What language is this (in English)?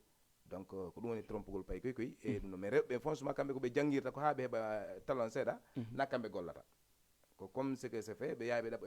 Fula